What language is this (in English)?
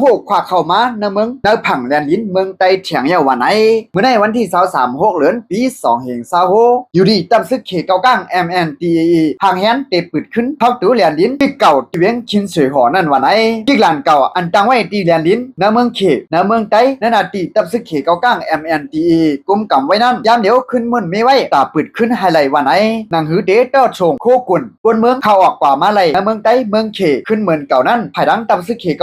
Shan